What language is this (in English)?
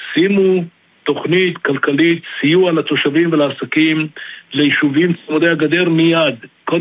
Hebrew